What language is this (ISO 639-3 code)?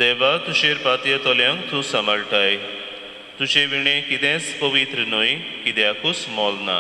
kok